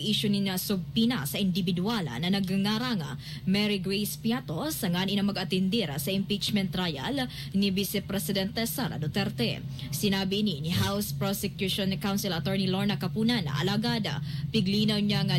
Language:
Bikol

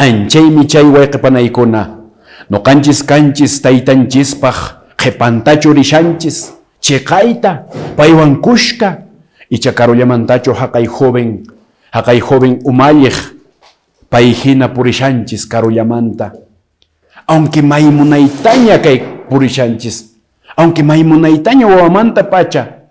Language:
Quechua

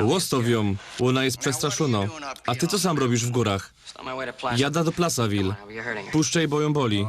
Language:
Silesian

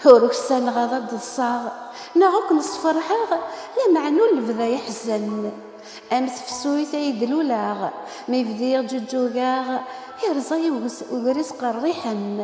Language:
Kabyle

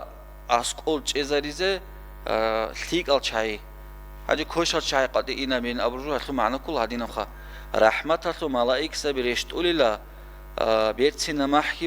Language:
Avaric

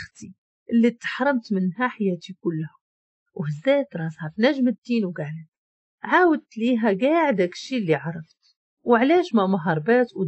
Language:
Moroccan Arabic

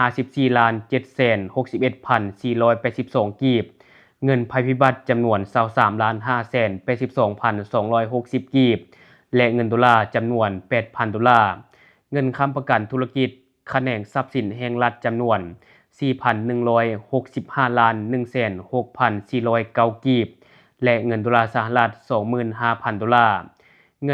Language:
Lao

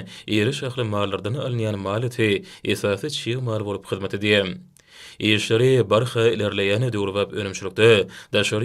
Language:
Turkmen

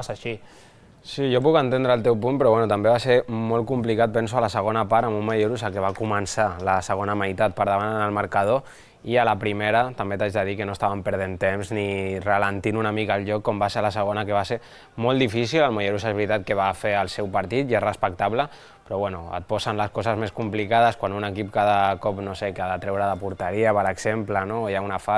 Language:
Catalan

